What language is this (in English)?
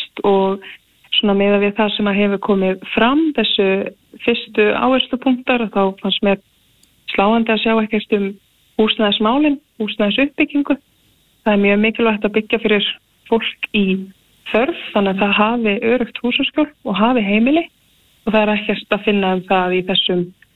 Icelandic